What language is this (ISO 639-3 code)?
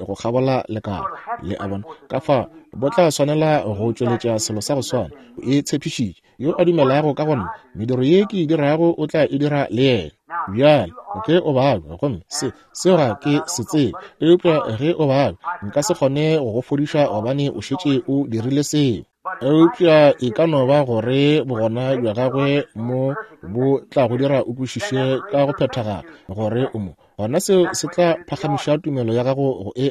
nso